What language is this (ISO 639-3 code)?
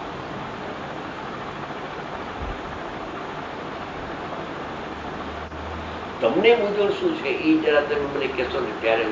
guj